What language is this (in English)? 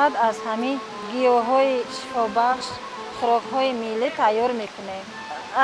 Tajik